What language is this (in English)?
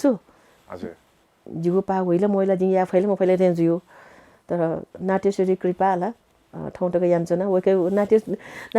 Newari